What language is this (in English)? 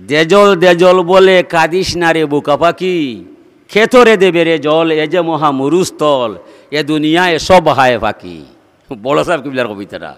Sylheti